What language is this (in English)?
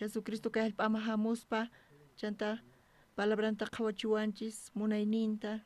South Bolivian Quechua